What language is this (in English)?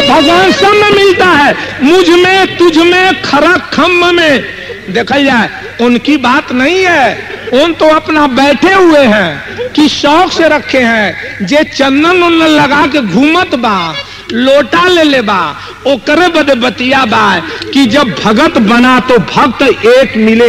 Bhojpuri